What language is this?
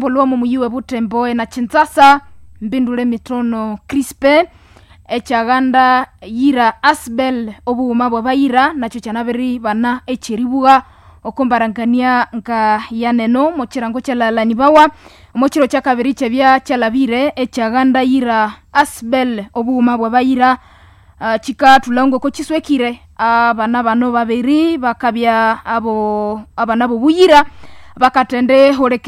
Nande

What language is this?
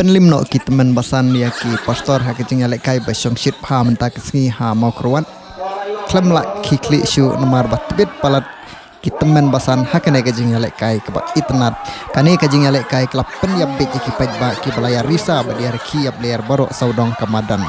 Khasi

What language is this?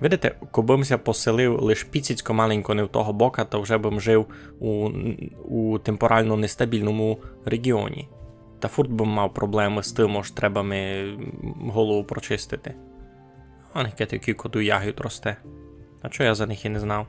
Rusyn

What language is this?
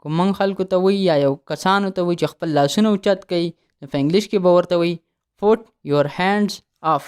Pashto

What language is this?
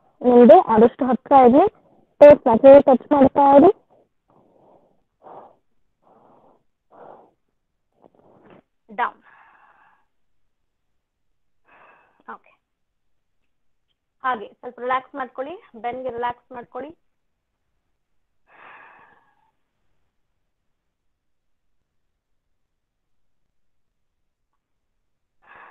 Kannada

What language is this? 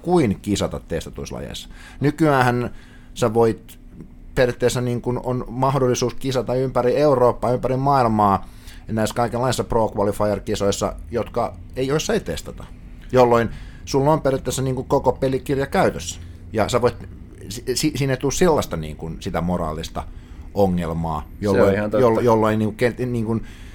Finnish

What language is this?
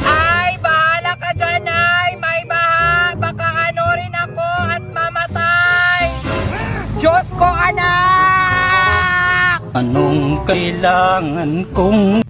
Cebuano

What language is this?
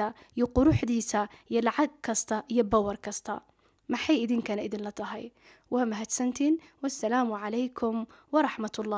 Somali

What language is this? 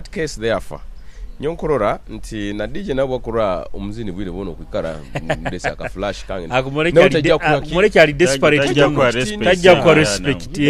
Nyoro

